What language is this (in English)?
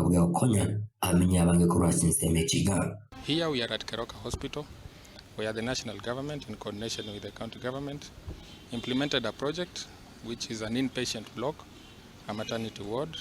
Gusii